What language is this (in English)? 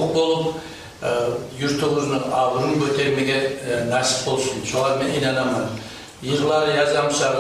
Kumyk